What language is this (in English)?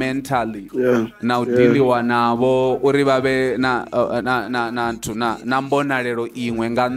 Venda